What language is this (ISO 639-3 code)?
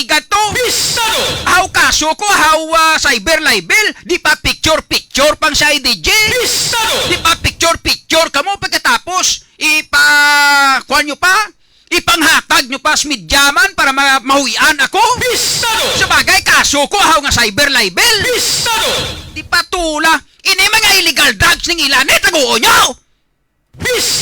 hil